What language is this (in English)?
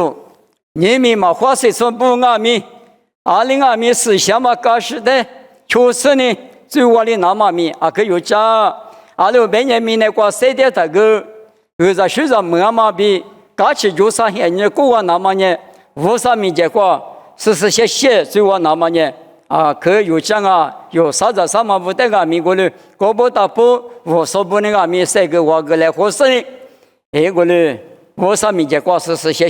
Lisu